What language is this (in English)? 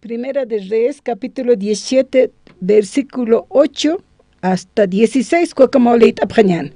Aymara